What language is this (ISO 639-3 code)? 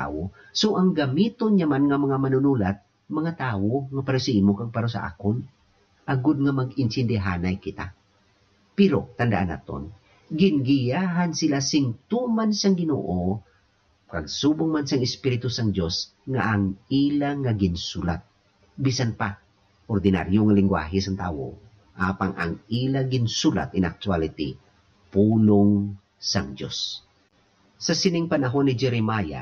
hil